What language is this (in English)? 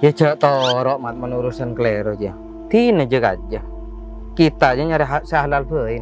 Madurese